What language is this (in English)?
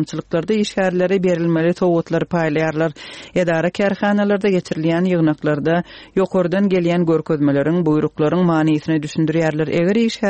Turkmen